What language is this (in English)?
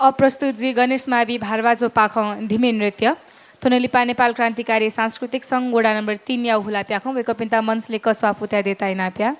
Newari